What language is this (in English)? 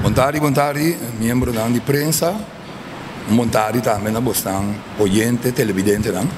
Papiamento